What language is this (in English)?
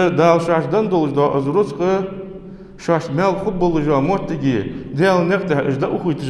Ingush